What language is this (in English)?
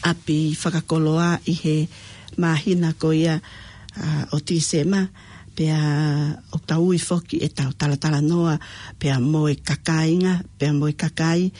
Tongan